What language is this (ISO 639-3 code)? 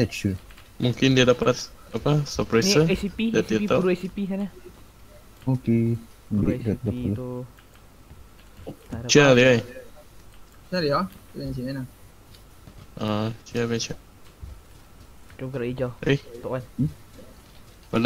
msa